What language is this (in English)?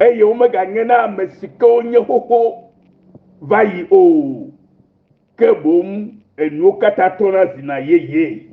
Ewe